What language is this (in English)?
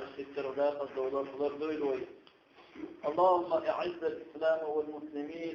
Chechen